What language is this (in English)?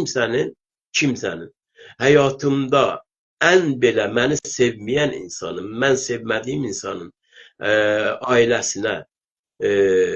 South Azerbaijani